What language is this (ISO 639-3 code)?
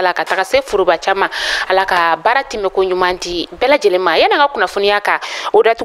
bam